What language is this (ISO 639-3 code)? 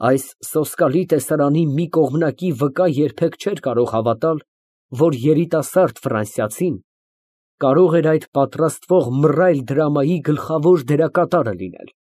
hye